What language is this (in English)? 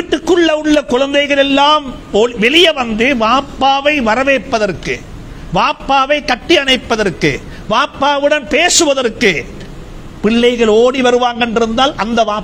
Tamil